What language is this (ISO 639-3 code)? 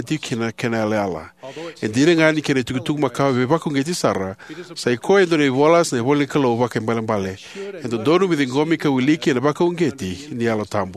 fij